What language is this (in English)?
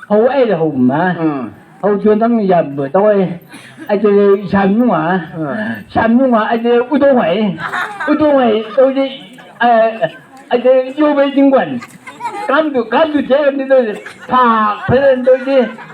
Chang Naga